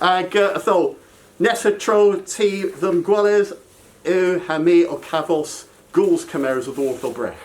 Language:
Cornish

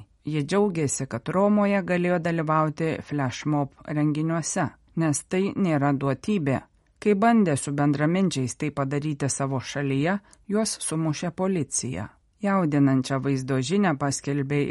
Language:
Lithuanian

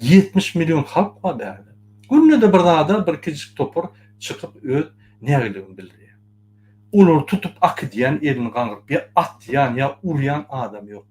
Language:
Turkmen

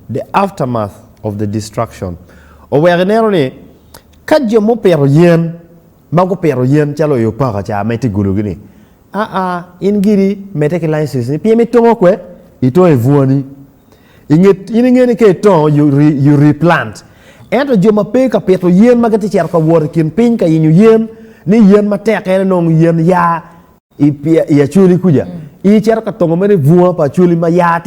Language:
Acoli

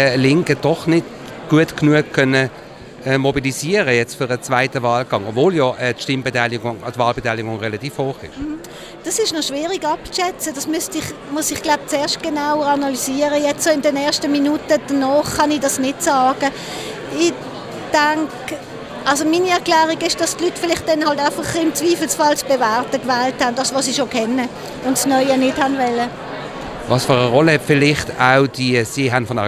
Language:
Swiss German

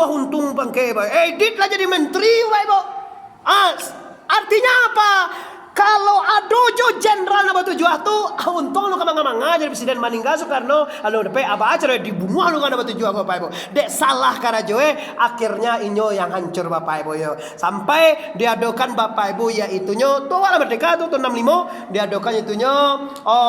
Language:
Minangkabau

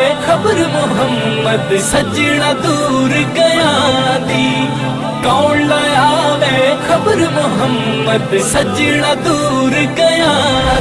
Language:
Pahari-Potwari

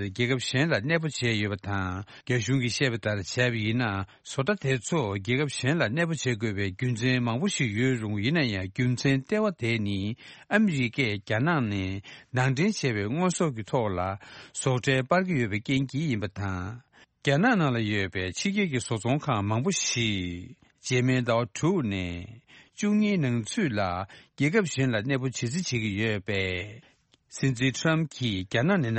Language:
Tibetan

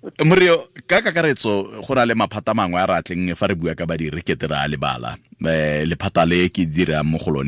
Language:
Tswana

